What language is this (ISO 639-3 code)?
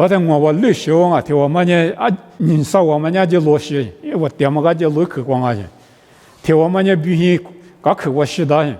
lis